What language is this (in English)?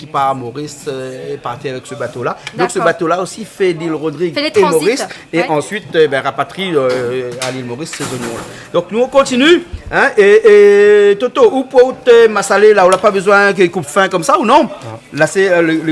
Réunion Creole French